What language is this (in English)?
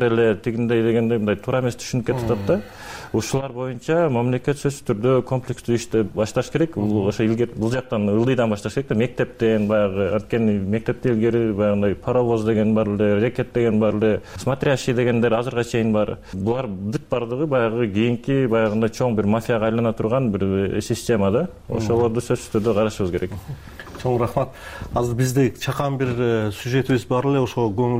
Kyrgyz